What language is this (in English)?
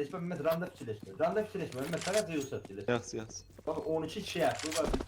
South Azerbaijani